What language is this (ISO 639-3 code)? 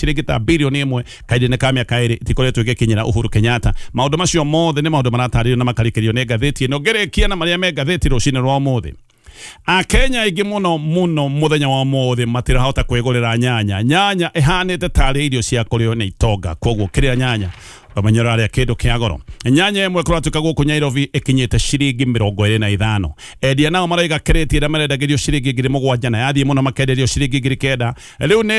kik